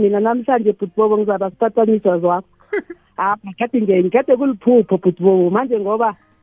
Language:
South Ndebele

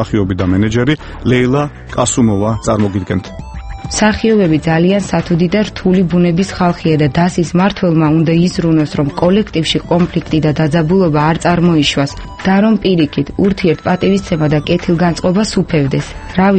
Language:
Georgian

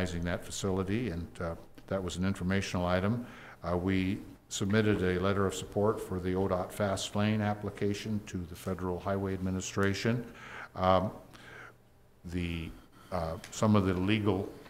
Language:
English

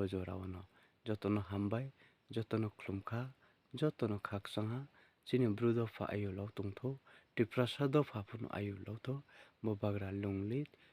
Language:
Riang (India)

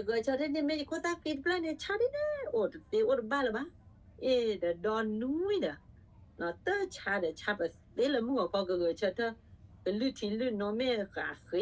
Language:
S'gaw Karen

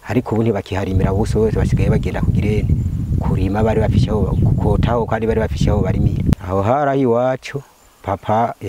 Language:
Rundi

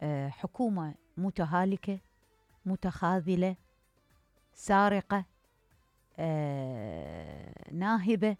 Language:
Mesopotamian Arabic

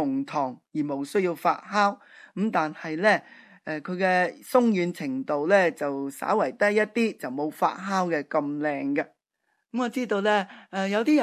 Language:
Cantonese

